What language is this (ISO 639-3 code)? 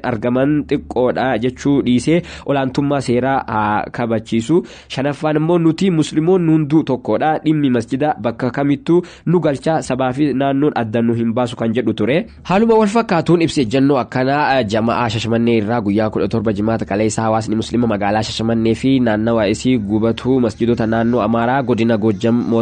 orm